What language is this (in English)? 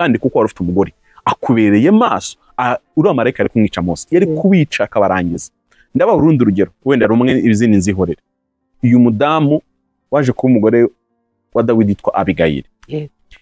Kinyarwanda